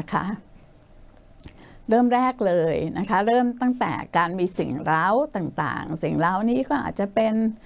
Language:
Thai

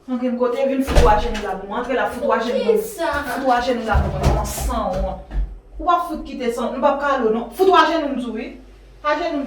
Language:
Haitian Creole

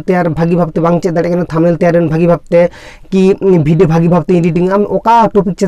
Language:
Santali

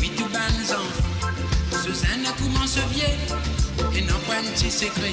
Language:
Morisyen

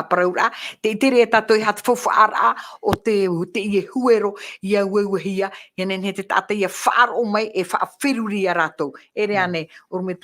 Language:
Tahitian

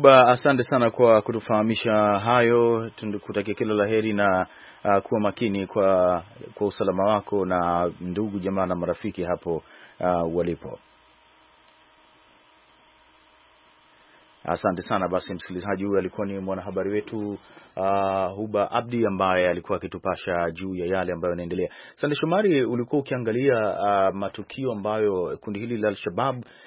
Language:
Swahili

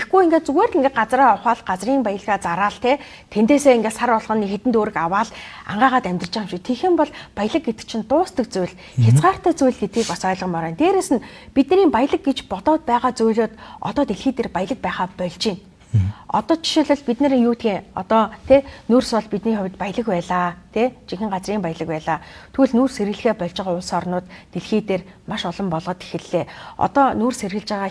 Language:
Mongolian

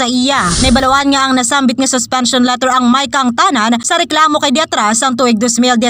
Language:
Hiligaynon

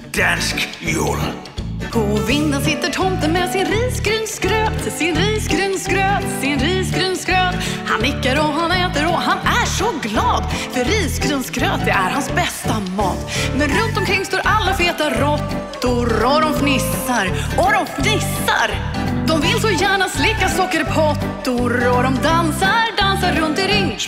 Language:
Swedish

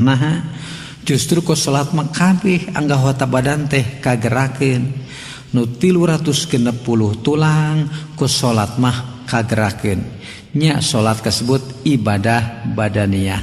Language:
Sundanese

